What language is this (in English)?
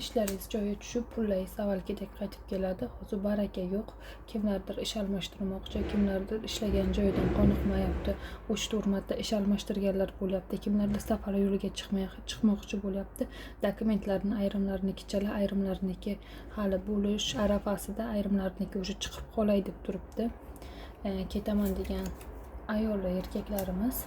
Uzbek